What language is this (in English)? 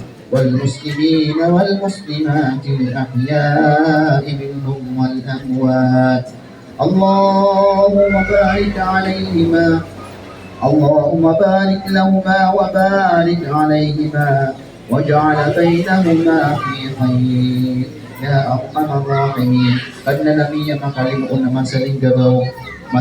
Maranao